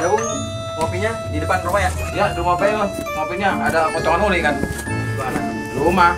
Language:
Betawi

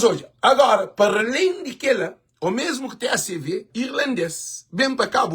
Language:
Kabuverdianu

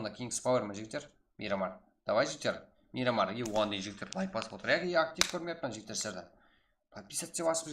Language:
Kara-Kalpak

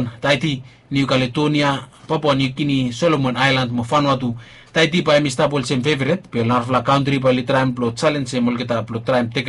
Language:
Bislama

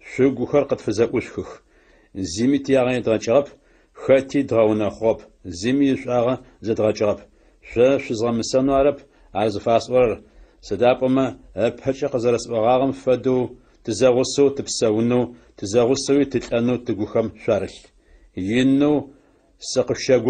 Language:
Adyghe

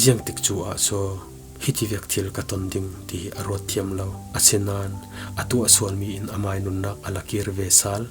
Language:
Falam Chin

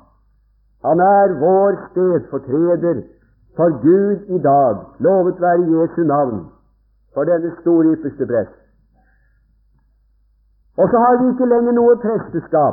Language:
Norwegian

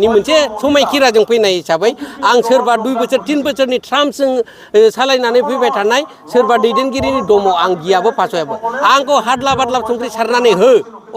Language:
Bodo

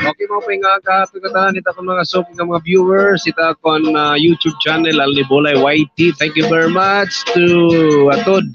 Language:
Waray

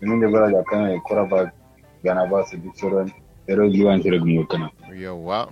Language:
Kanuri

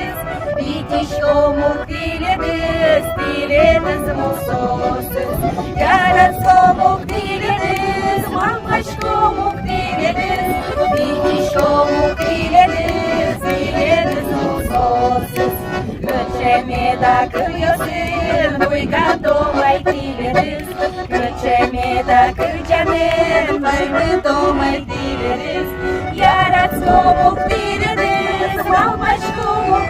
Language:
Udmurt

